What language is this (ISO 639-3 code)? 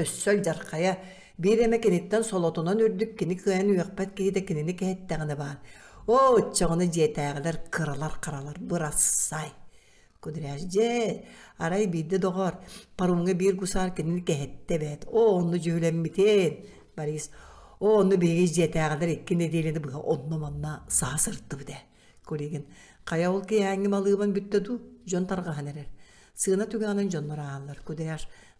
sah